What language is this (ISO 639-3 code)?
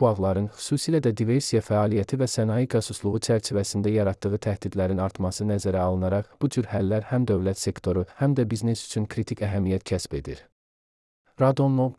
aze